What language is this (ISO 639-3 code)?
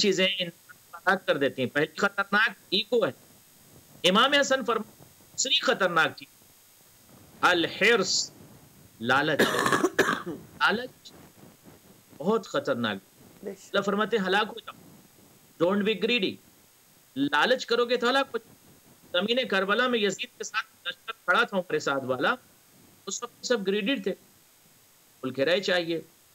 urd